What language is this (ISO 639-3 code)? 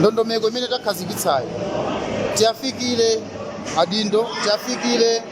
nya